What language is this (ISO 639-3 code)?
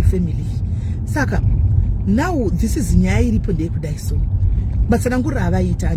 sna